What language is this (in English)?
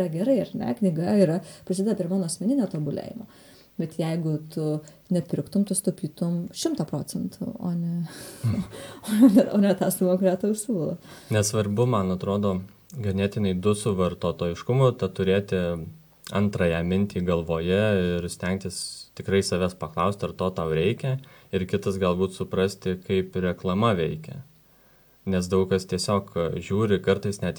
Lithuanian